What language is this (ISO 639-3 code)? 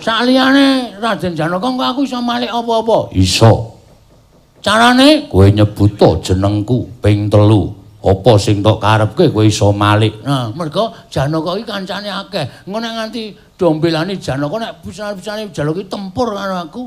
jav